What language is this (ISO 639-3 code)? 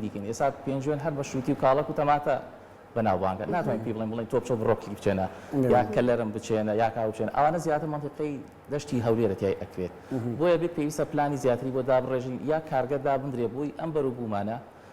ckb